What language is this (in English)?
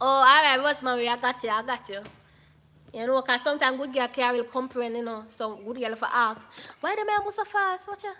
Jamaican Creole English